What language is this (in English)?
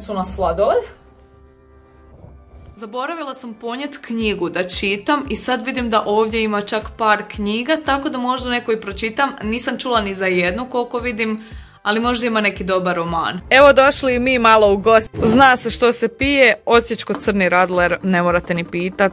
Croatian